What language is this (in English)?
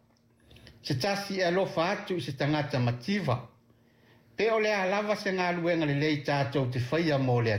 Samoan